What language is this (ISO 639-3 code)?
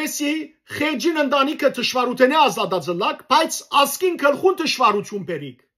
hyw